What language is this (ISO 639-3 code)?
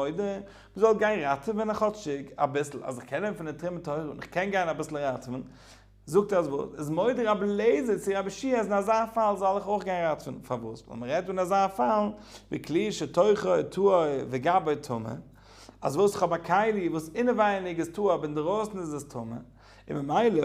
yid